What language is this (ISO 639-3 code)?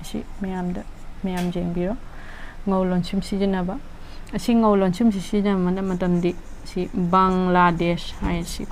mni